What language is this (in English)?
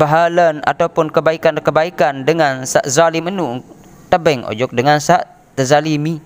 Sasak